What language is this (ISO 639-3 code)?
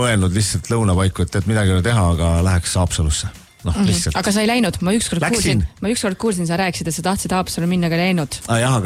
est